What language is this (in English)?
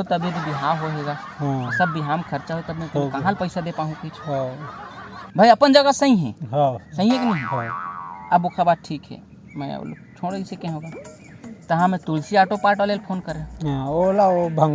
Chhattisgarhi